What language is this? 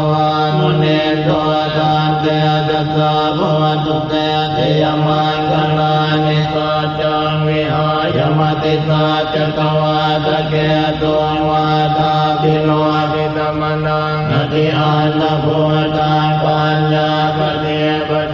Pali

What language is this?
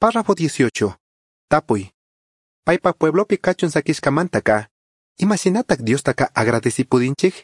Chimborazo Highland Quichua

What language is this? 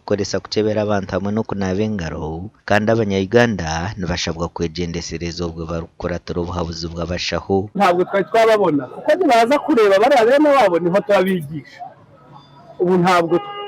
Nyankole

